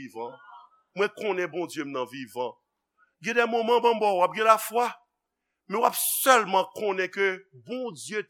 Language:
Haitian Creole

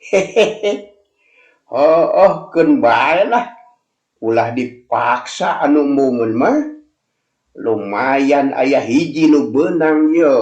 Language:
Sundanese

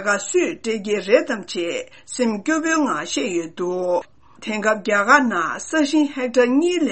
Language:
Tibetan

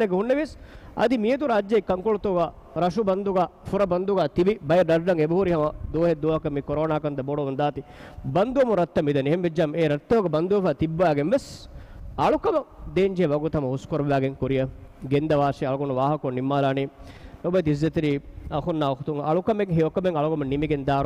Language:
Divehi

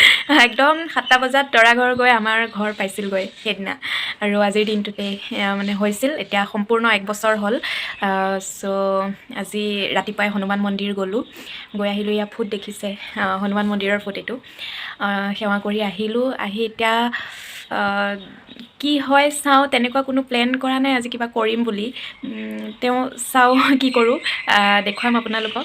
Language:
Assamese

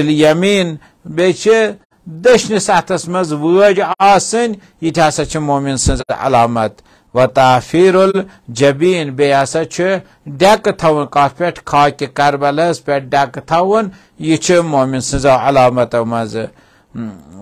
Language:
Kashmiri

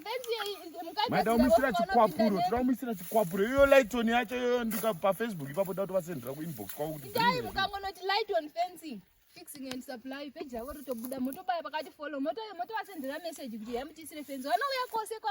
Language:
Shona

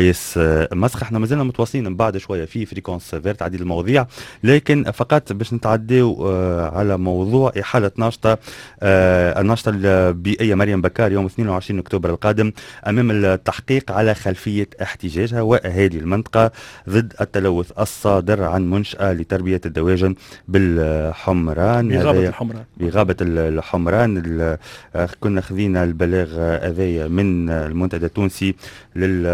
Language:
Tunisian Arabic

